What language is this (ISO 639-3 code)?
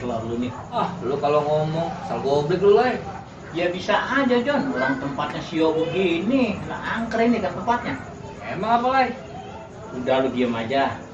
bew